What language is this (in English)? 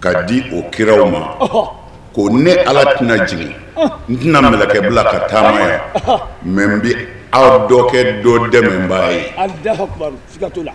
Bambara